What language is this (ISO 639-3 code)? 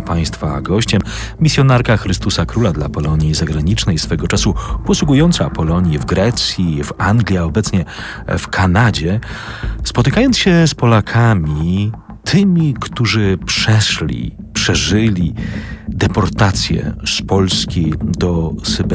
pol